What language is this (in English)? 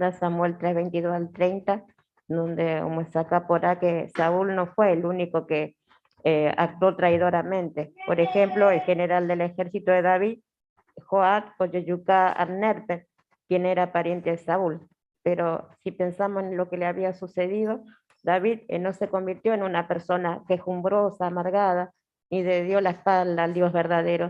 Guarani